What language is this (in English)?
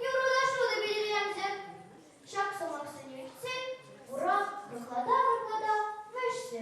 Chuvash